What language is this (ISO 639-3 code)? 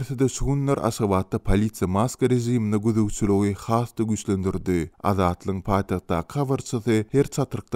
tuk